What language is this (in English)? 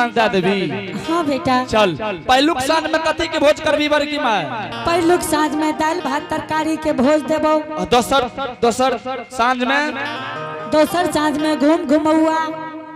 Angika